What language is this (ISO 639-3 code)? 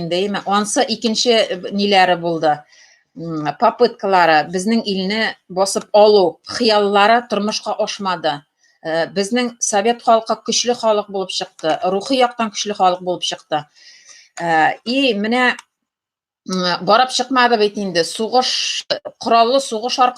tat